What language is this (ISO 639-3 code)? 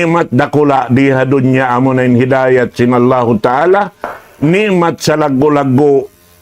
tsg